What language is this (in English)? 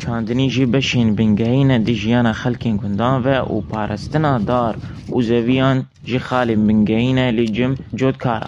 Kurdish